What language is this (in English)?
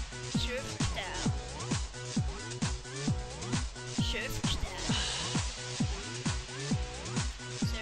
Dutch